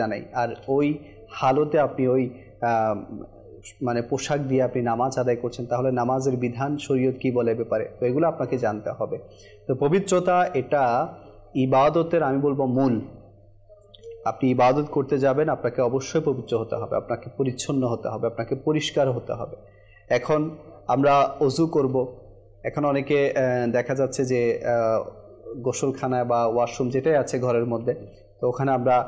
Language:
Bangla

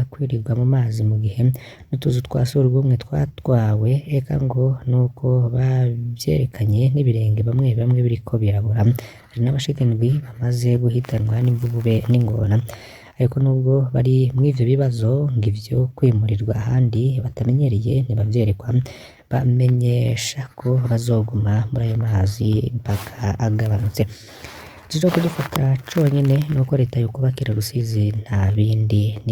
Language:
Rundi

